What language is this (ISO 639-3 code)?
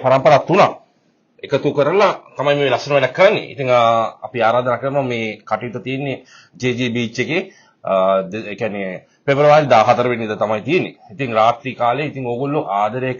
sin